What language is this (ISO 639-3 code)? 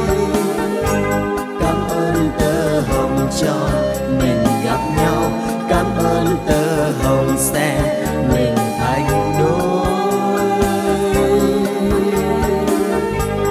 vie